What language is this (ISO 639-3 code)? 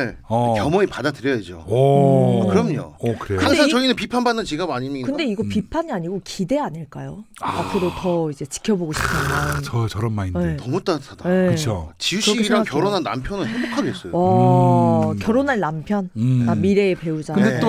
kor